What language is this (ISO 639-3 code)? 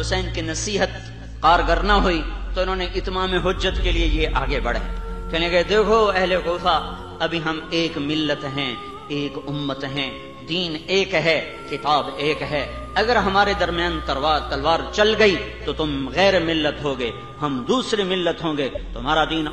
urd